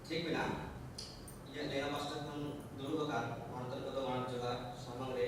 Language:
Santali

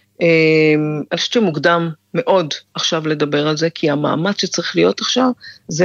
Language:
Hebrew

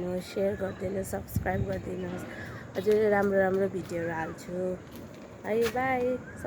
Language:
Nepali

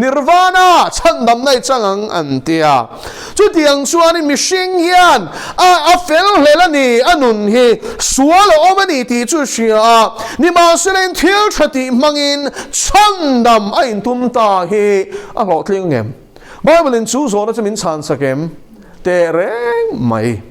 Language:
Mizo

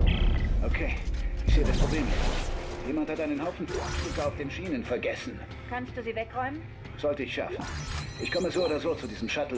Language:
Swiss German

